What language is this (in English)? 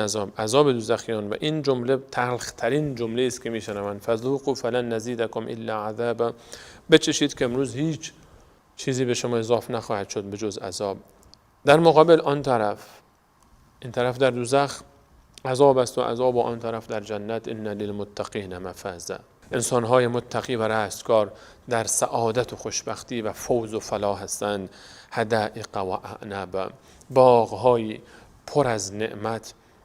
Persian